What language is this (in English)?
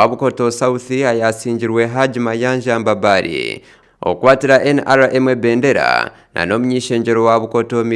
Nyankole